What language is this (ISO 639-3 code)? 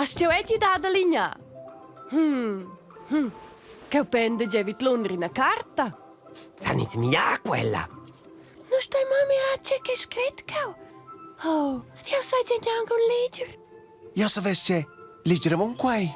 roh